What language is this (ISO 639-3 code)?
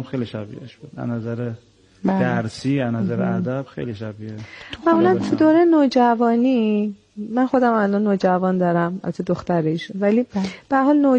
fas